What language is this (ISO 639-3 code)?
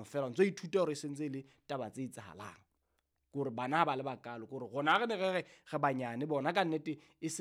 sot